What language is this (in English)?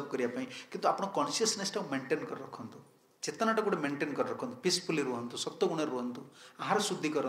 Odia